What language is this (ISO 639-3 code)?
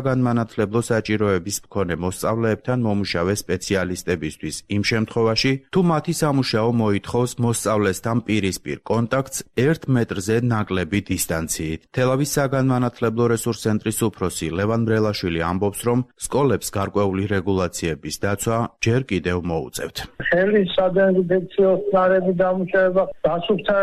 kat